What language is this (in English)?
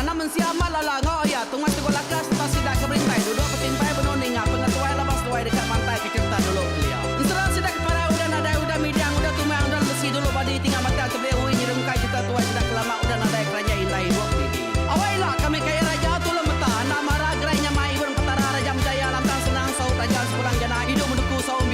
Iban